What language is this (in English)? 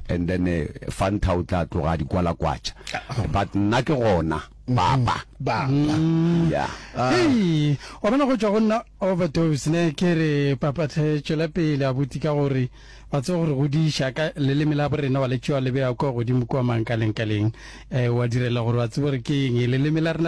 Northern Sotho